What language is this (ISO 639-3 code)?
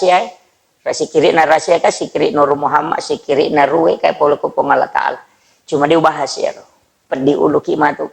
bug